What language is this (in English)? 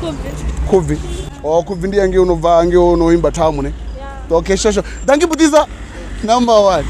Venda